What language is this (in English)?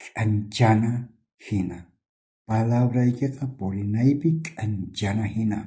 South Bolivian Quechua